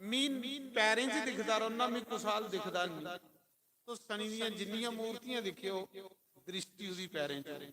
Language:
Dogri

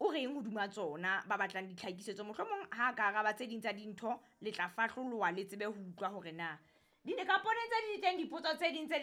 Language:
Southern Sotho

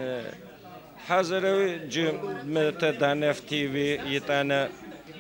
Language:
Adyghe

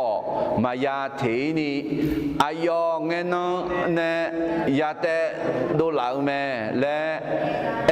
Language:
Akha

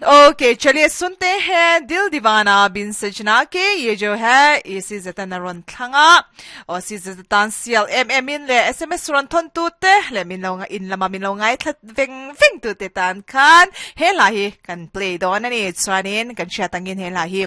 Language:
Mizo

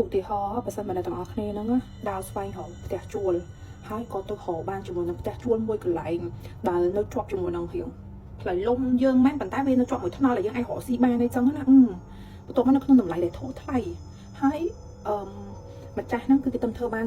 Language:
Khmer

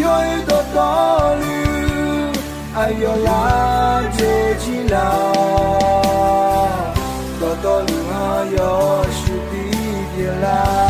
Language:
Akha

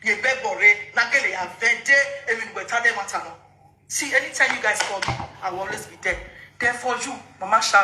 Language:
Nigerian Pidgin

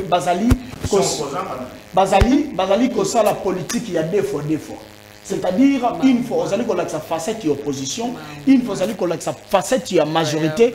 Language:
French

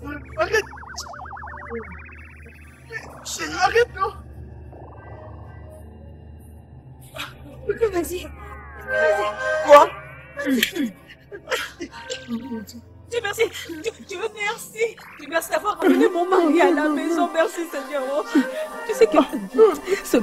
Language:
French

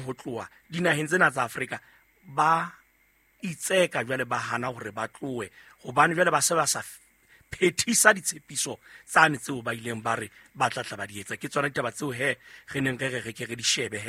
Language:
Southern Sotho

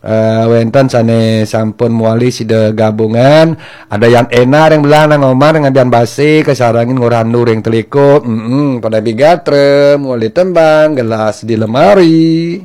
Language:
Balinese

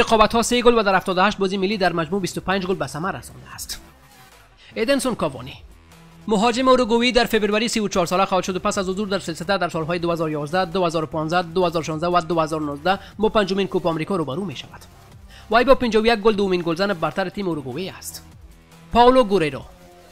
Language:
Persian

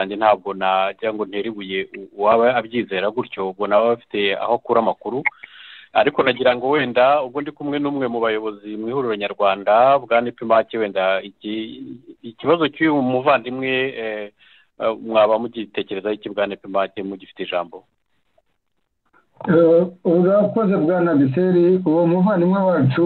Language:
Kinyarwanda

